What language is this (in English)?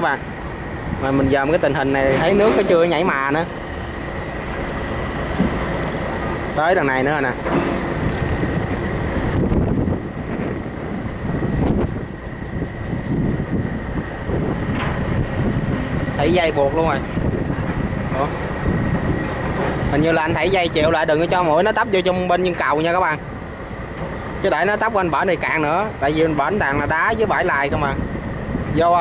Vietnamese